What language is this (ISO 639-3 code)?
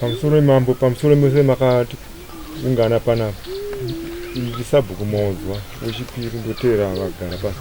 sna